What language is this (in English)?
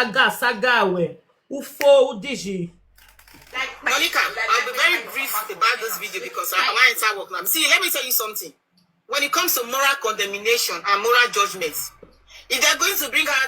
Nigerian Pidgin